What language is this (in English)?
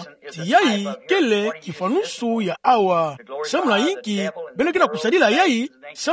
Kituba (Democratic Republic of Congo)